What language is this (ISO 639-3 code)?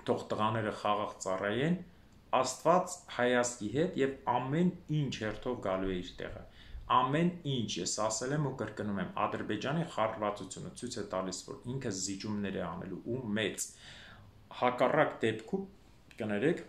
hye